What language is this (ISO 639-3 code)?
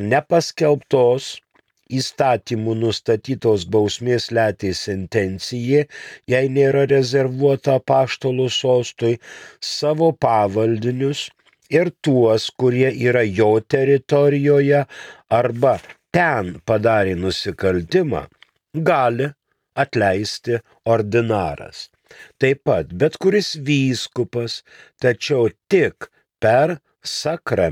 lit